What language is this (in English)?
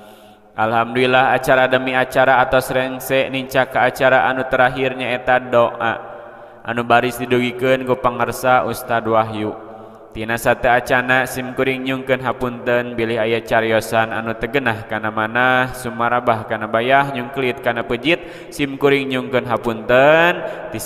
Sundanese